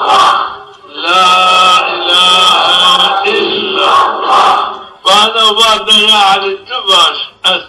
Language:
Zaza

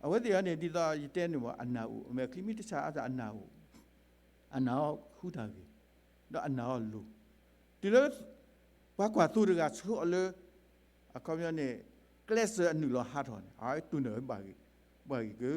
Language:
S'gaw Karen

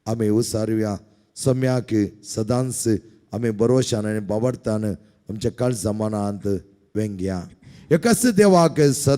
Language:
Konkani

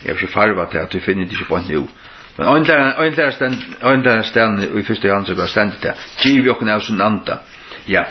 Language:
Faroese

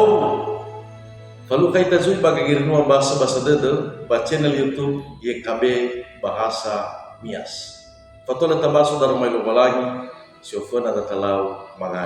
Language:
Nias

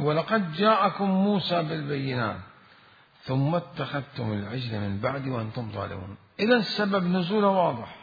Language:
Mesopotamian Arabic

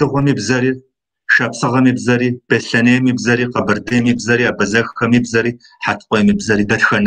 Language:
Kabardian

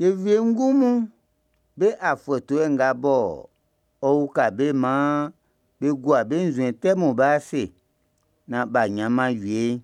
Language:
Baoulé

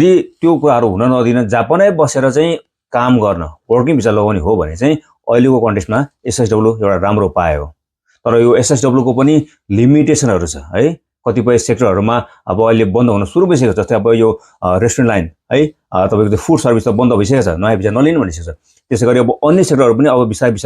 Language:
Nepali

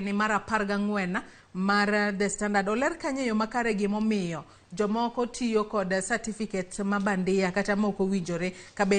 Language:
Luo (Kenya and Tanzania)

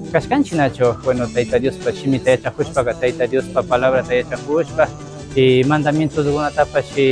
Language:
Imbabura Highland Quichua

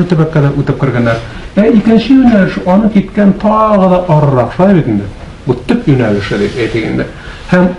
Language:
Tatar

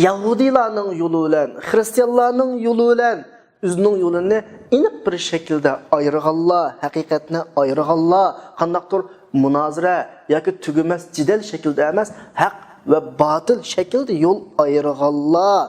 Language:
Uyghur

